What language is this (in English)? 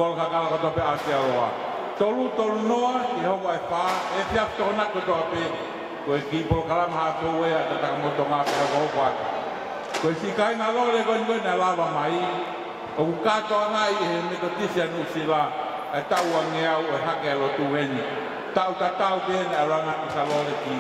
Tongan